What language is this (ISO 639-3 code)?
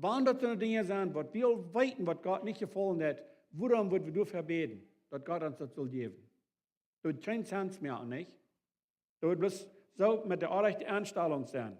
pdt